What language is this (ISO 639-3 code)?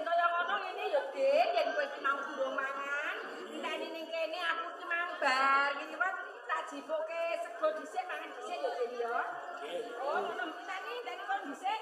jav